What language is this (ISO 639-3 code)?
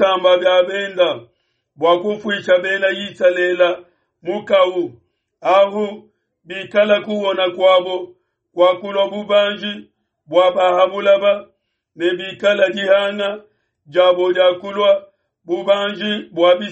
lua